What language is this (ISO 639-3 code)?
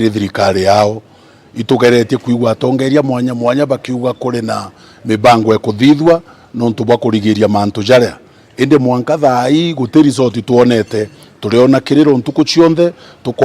mer